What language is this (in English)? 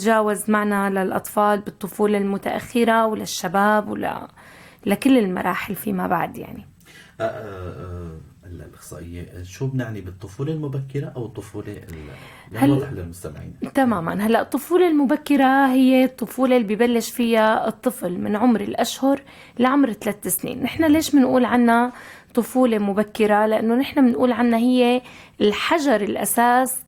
North Levantine Arabic